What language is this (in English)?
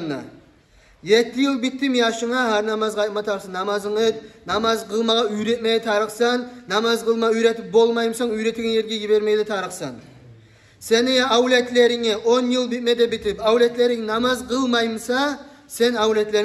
Kumyk